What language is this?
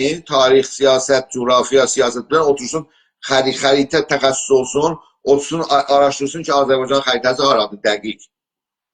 South Azerbaijani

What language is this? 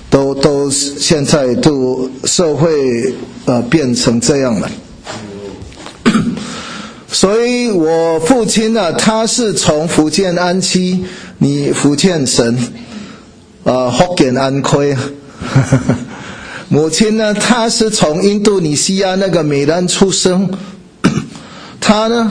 Chinese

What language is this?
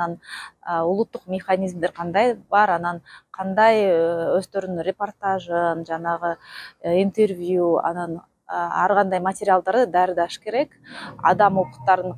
Kyrgyz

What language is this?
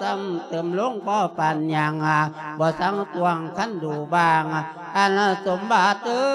Lao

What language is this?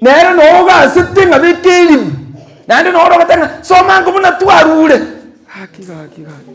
Gusii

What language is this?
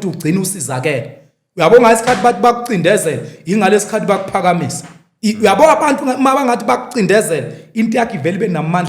Zulu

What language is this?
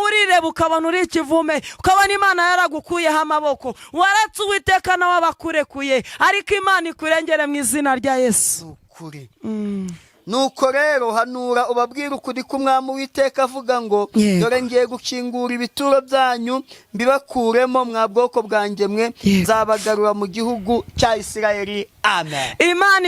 Kinyarwanda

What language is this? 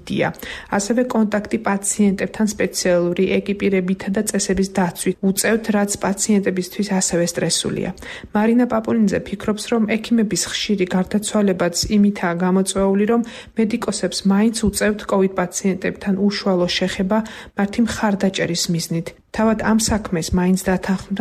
Georgian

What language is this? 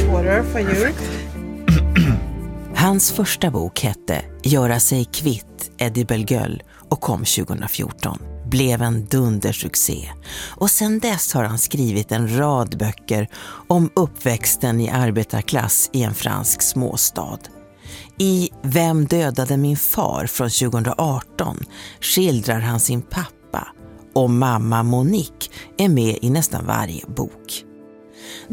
Swedish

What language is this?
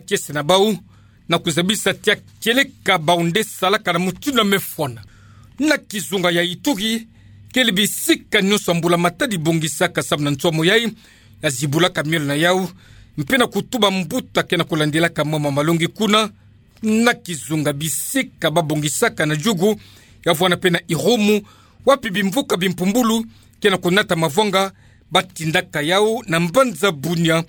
Kituba (Democratic Republic of Congo)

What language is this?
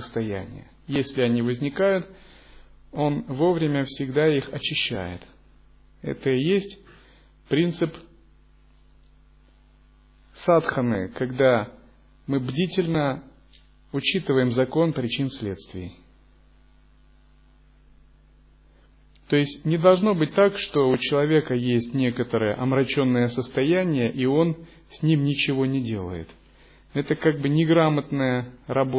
Russian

